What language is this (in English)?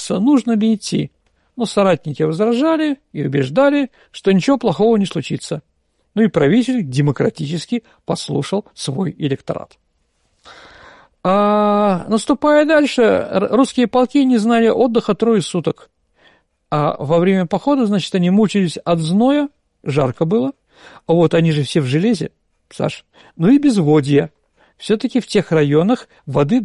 Russian